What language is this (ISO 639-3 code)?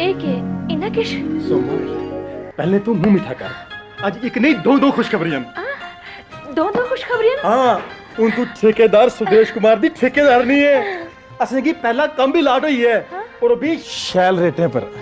doi